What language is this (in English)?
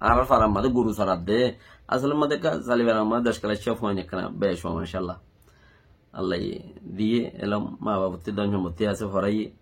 Rohingya